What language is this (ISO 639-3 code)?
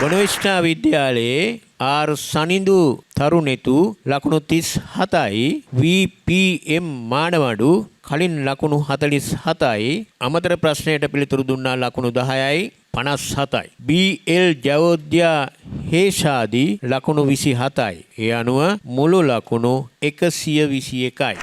sin